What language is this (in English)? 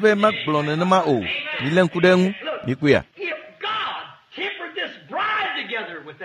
Ewe